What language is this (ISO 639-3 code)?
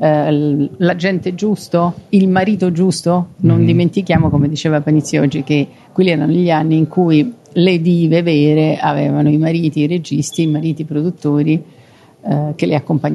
ita